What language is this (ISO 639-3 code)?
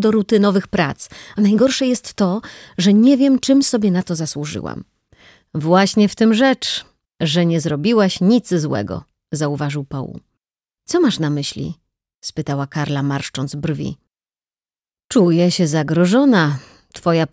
pol